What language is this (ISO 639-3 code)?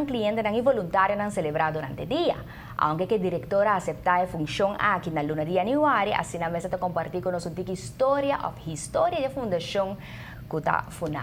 pap